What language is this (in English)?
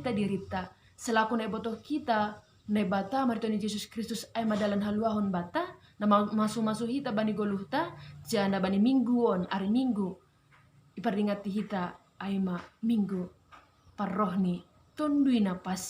Batak Simalungun